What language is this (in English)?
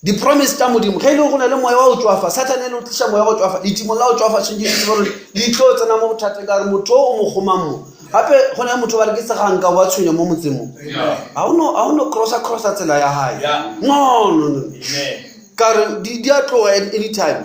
Northern Sotho